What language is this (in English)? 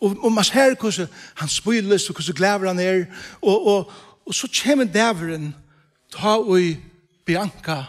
Faroese